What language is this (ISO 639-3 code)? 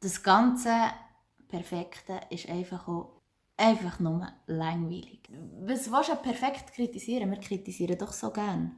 gsw